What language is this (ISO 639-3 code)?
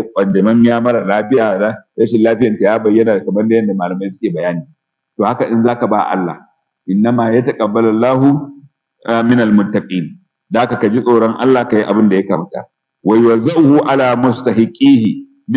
hau